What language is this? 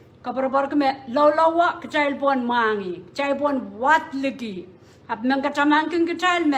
Pohnpeian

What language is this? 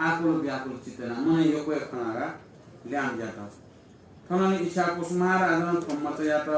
Newari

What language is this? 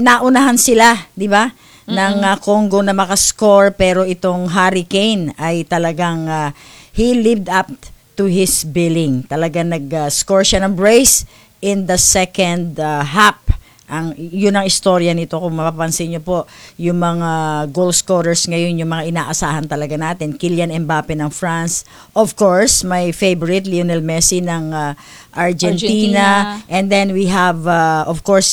Filipino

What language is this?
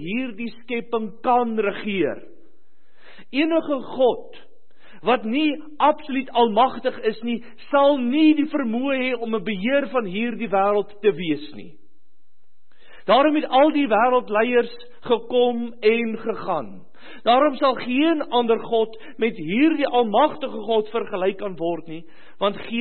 Afrikaans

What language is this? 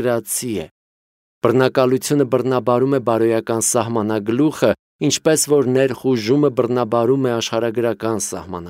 Armenian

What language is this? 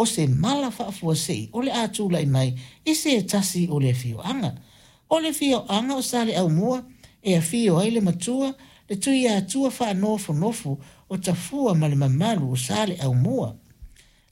Samoan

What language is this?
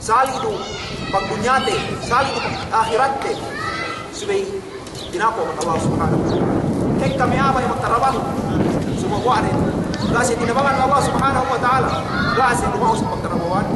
Yakan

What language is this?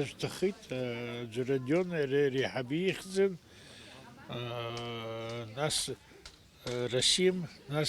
Abkhazian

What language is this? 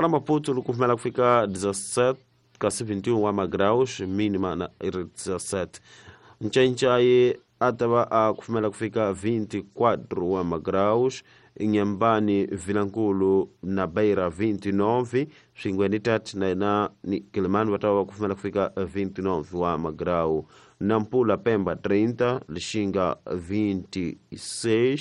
Tsonga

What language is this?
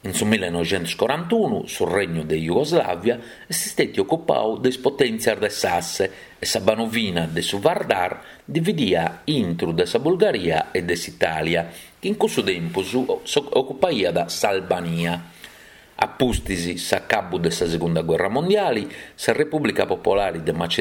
Sardinian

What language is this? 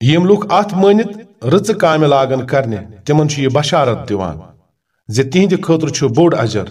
Kashmiri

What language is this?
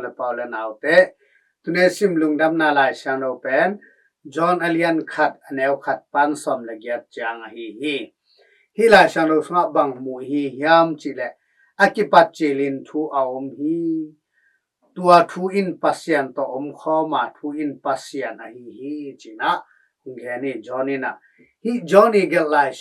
Tedim Chin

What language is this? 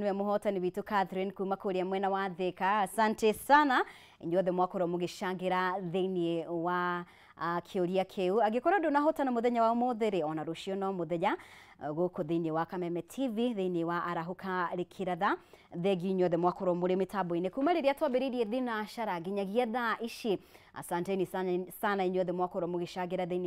Kikuyu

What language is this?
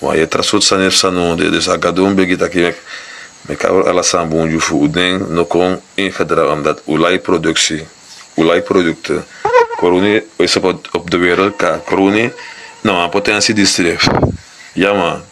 Sranan Tongo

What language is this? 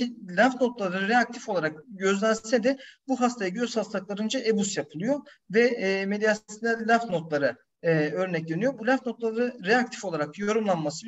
Turkish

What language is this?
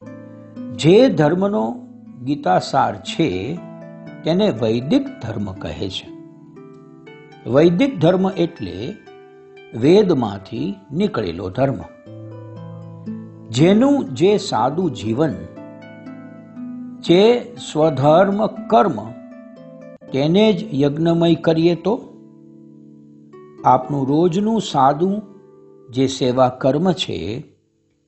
Gujarati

